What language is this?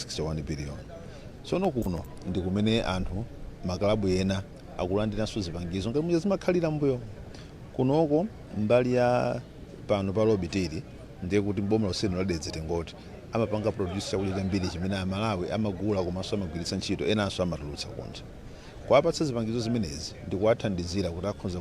Nyanja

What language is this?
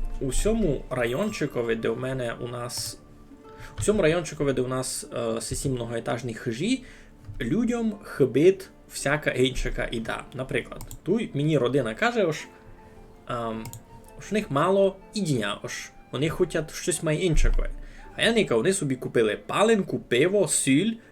Rusyn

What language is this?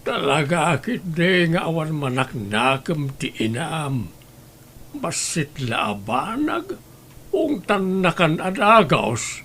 Iloko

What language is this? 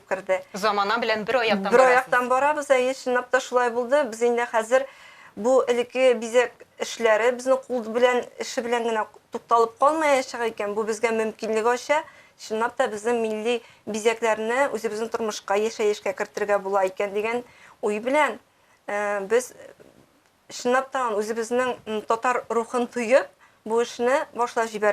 Tatar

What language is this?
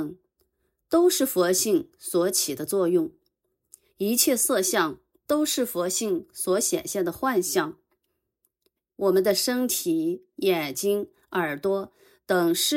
Chinese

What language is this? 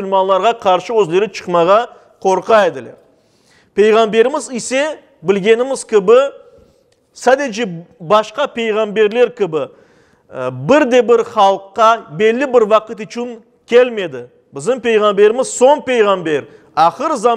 Crimean Tatar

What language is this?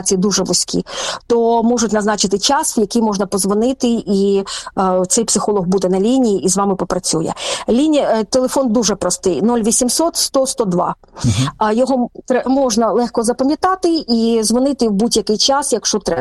Ukrainian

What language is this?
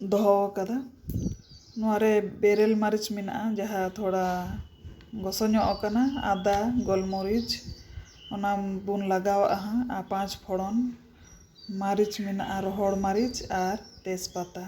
Santali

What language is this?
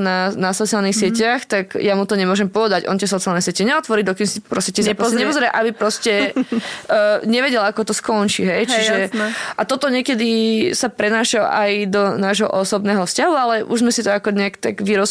Slovak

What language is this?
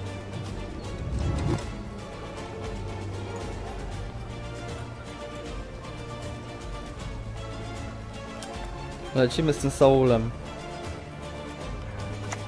Polish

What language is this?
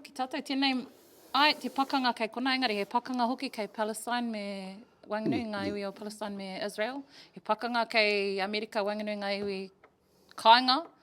Māori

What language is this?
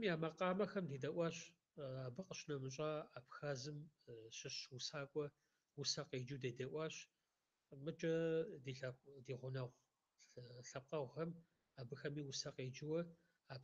Kabardian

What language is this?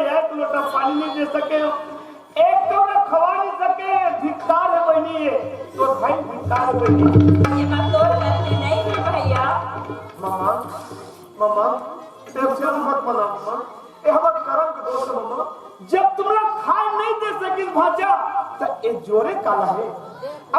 Chhattisgarhi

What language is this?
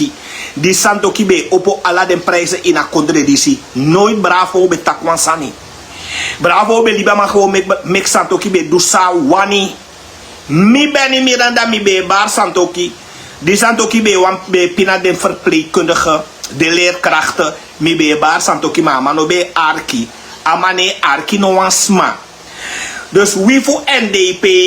Sranan Tongo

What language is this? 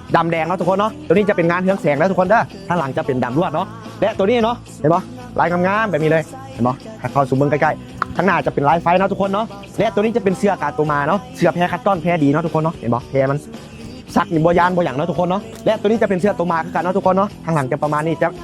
Lao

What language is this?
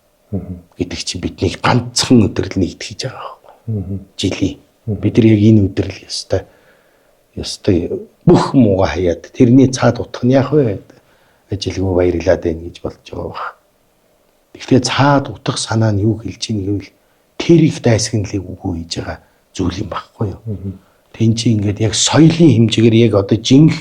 Mongolian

